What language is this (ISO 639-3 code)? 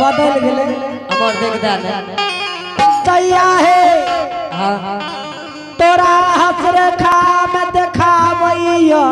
anp